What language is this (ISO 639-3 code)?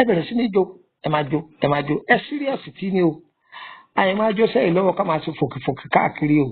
yor